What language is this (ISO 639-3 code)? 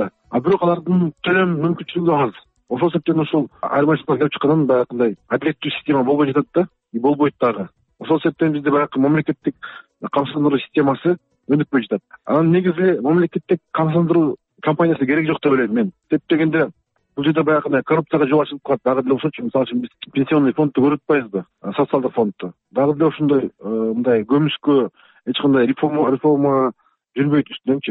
kir